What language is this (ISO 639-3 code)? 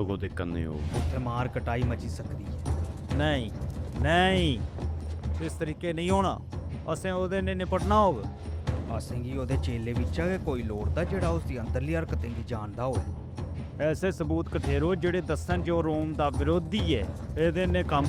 doi